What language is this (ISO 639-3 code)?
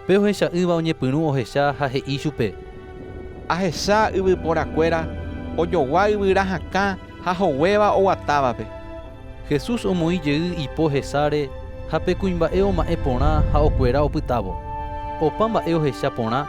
grn